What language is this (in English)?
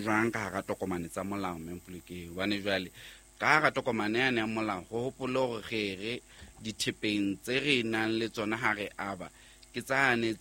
Southern Sotho